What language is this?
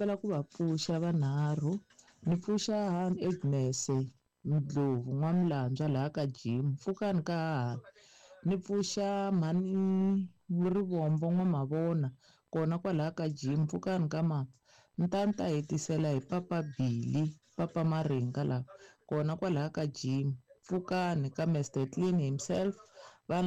Tsonga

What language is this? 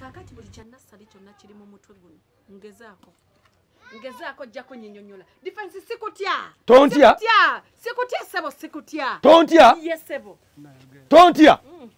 Ganda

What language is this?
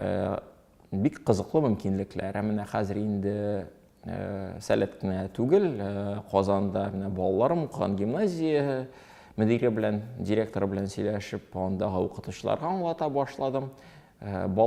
Tatar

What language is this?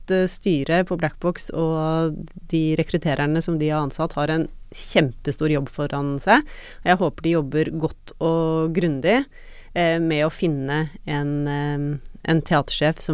Norwegian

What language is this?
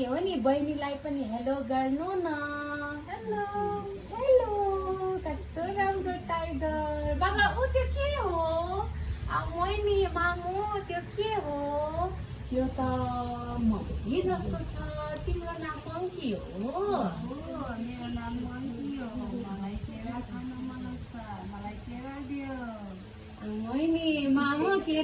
Nepali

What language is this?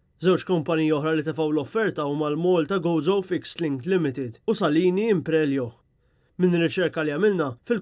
Maltese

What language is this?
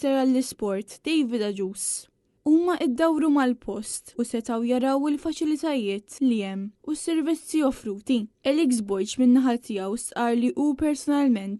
Maltese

